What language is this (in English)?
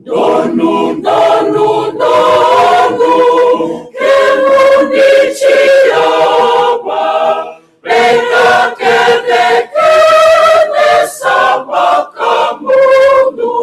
Fijian